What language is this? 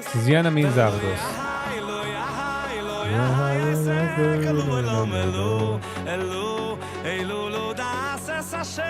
Yiddish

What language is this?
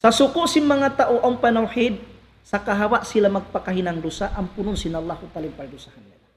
Tausug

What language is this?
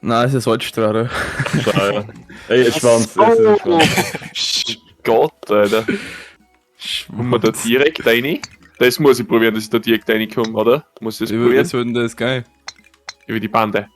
Bavarian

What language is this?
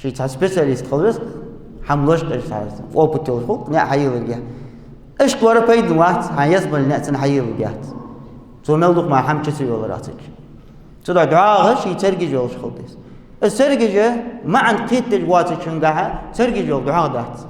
Ingush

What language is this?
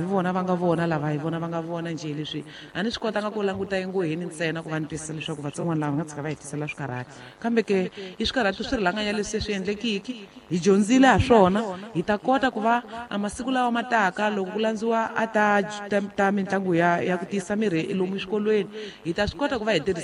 Tsonga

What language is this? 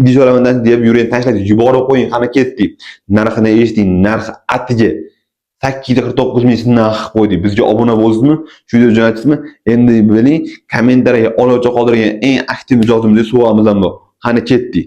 Uzbek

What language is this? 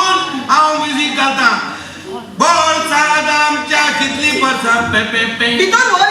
Konkani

